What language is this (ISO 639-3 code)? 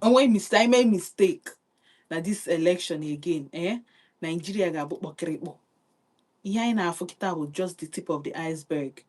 ibo